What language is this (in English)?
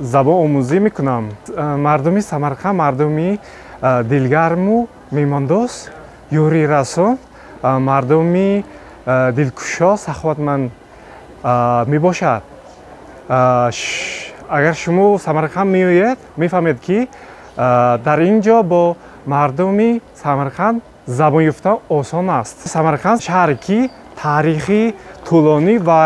Tajik